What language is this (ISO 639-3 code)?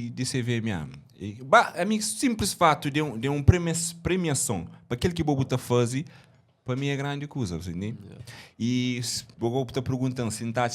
kea